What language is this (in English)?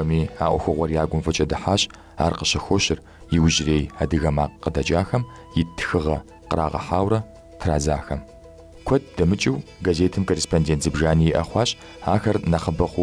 Kabardian